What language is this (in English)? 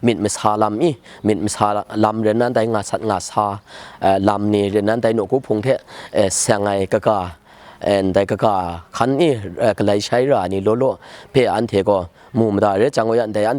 Rawang